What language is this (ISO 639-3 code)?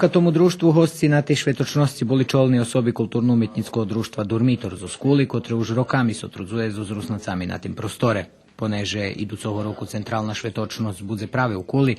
rue